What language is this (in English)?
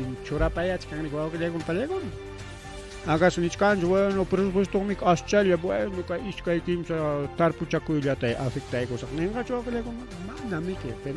Ayacucho Quechua